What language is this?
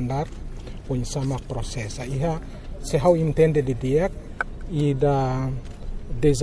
Tetum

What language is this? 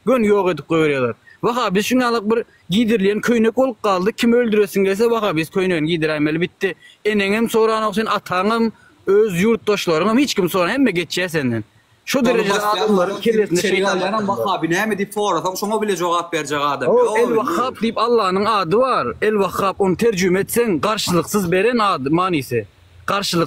Turkmen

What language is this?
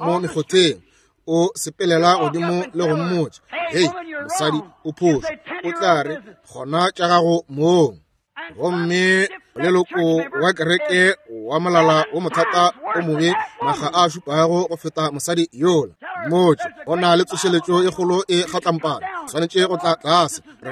Northern Sotho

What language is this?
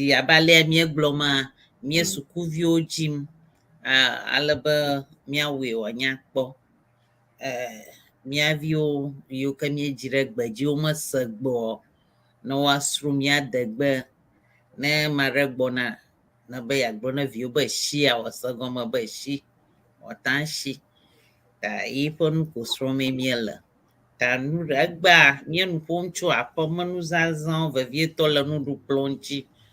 Ewe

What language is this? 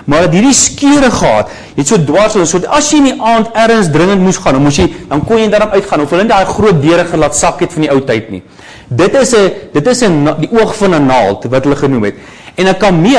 Afrikaans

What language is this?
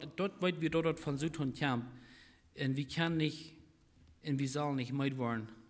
Plautdietsch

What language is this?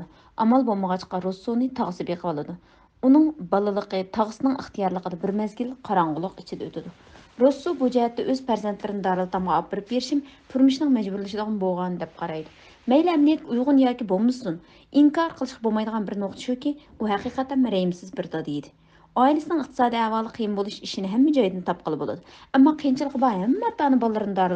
Uyghur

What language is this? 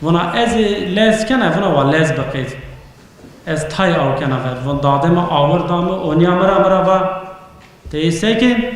Zaza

